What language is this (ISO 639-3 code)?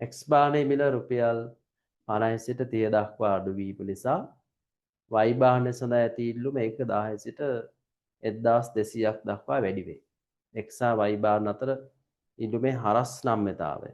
sin